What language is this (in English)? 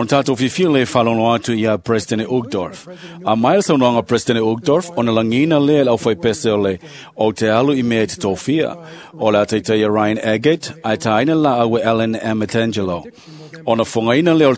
Samoan